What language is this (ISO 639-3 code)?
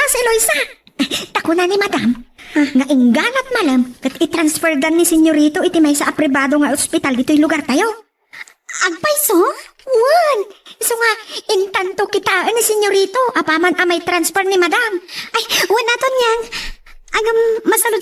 ilo